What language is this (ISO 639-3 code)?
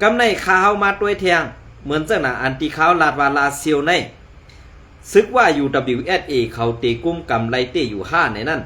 shn